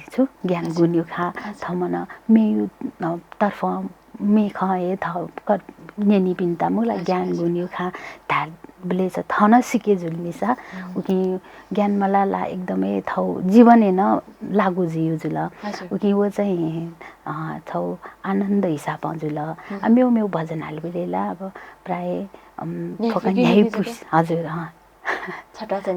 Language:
Newari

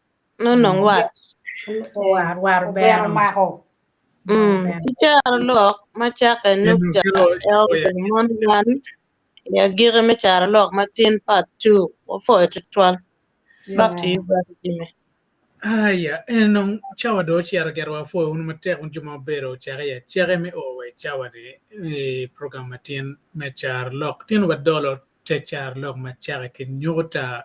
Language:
Acoli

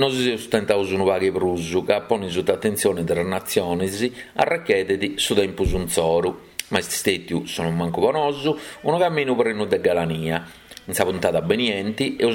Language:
Sardinian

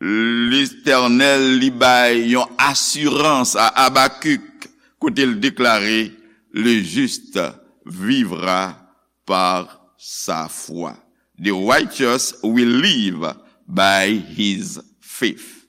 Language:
Haitian Creole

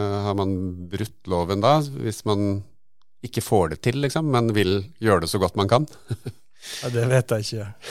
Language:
Norwegian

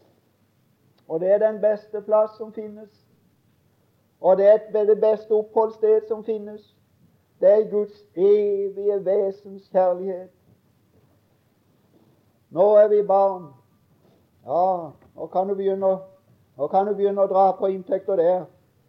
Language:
Norwegian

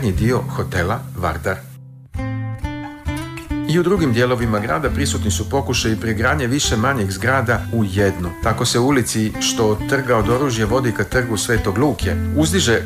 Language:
Serbian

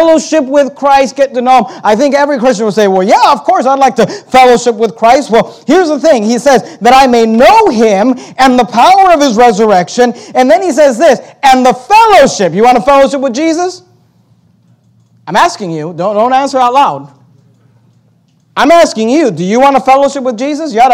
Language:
English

